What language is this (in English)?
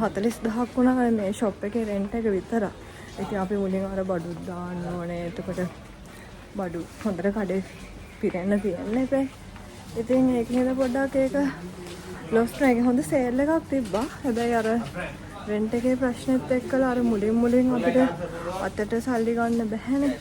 Sinhala